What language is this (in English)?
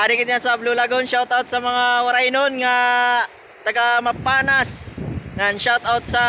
Waray